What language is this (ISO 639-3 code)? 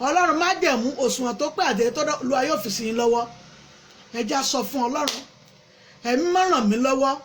yor